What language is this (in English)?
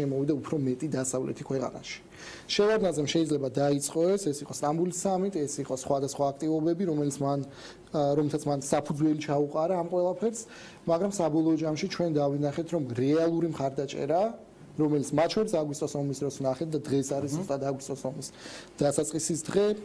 Georgian